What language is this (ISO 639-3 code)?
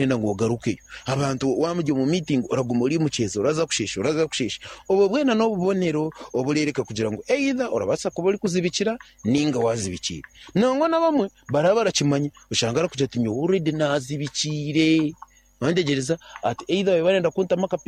nyn